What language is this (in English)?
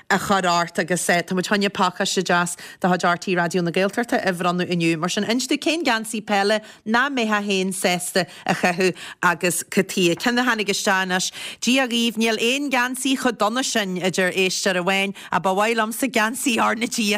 Irish